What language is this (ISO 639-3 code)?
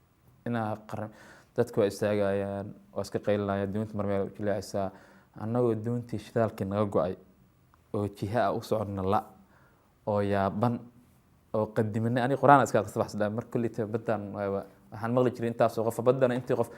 som